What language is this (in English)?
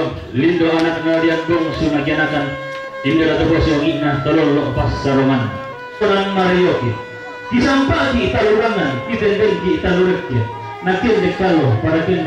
Toraja-Sa'dan